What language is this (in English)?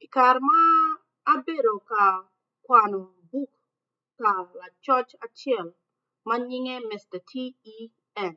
Acoli